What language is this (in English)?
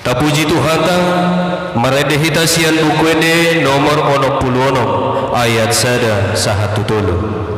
Batak Toba